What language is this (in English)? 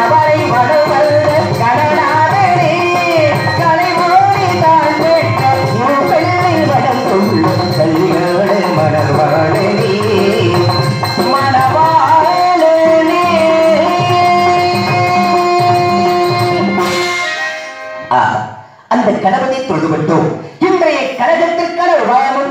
Tamil